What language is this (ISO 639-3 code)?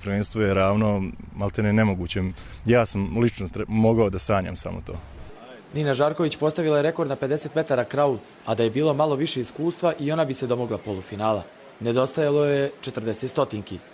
bos